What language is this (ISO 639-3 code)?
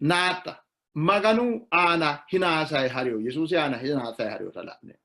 sid